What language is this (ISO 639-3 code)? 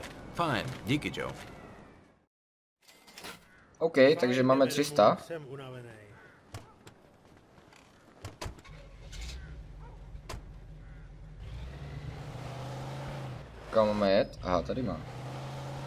ces